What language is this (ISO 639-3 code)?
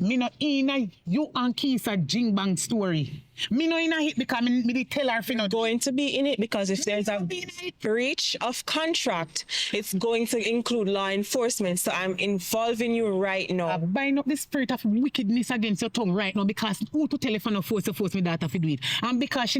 jam